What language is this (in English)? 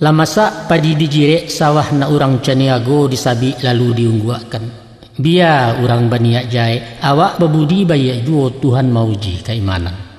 Minangkabau